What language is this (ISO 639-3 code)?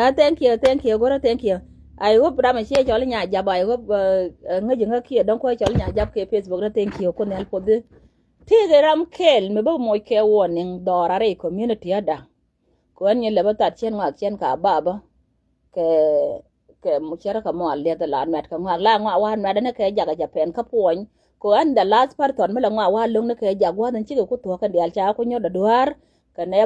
nus